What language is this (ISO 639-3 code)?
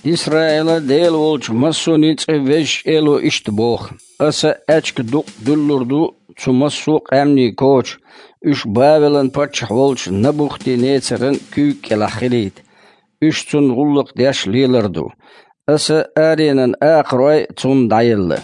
che